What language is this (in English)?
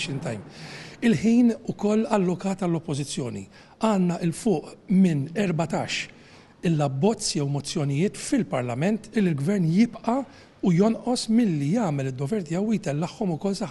Maltese